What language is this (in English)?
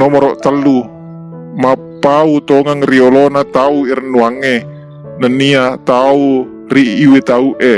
Buginese